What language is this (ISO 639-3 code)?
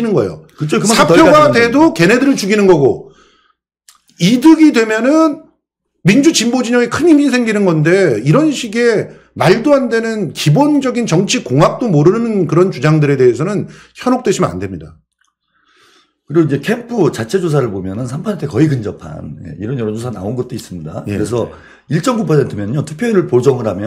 kor